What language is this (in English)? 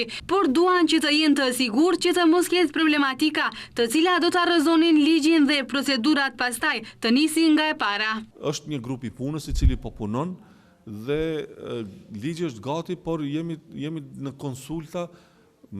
Albanian